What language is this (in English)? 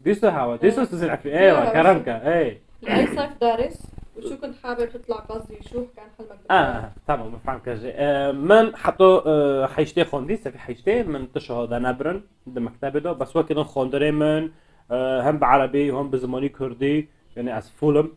Kurdish